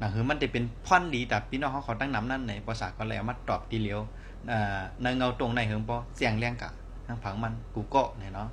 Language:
Shan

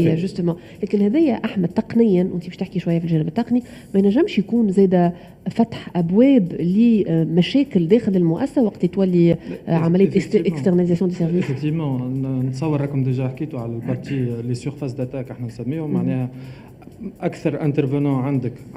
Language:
Tunisian Arabic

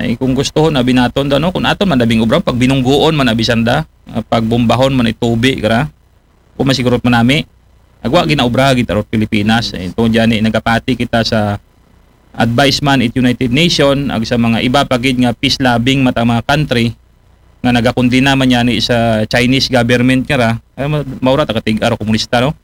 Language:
Aklanon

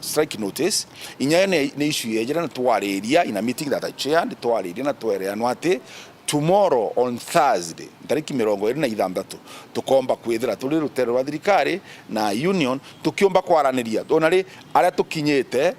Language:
Meru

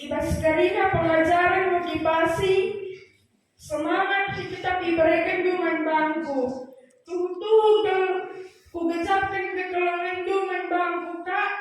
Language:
Batak Karo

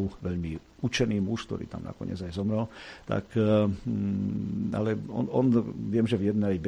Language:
Slovak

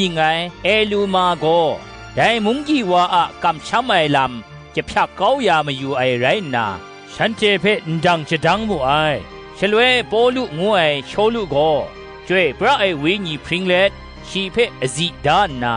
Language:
Kachin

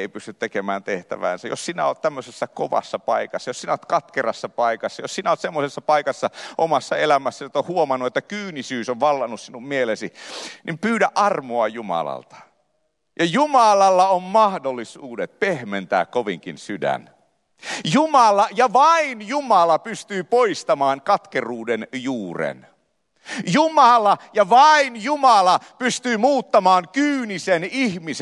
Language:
Finnish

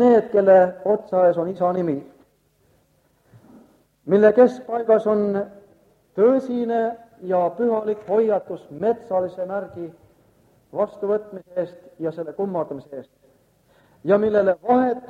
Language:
Estonian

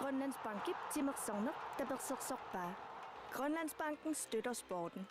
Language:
Kalaallisut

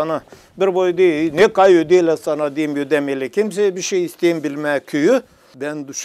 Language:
Gagauz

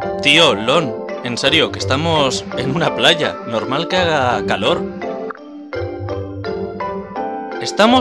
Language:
Spanish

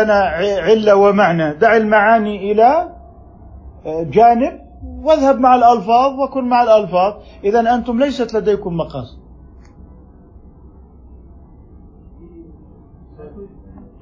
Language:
Arabic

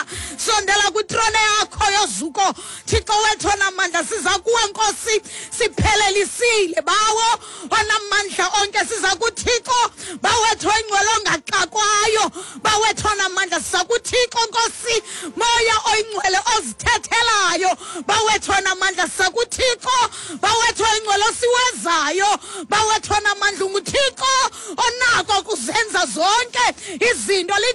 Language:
Xhosa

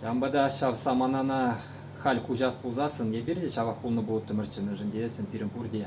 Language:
Chuvash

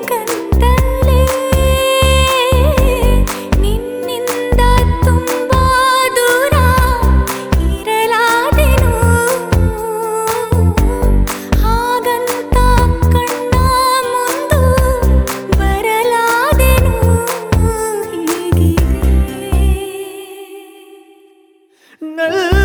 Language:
Kannada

